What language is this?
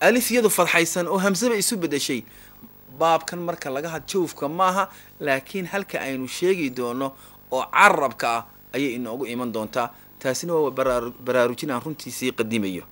Somali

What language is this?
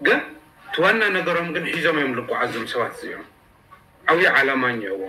Tigrinya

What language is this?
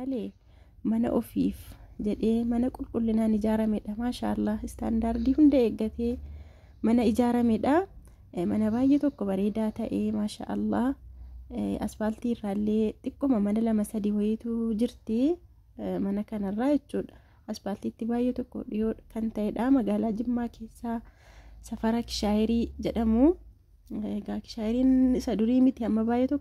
Oromo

